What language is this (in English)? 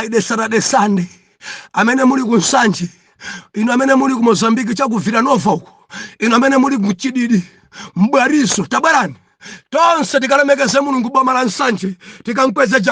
Nyanja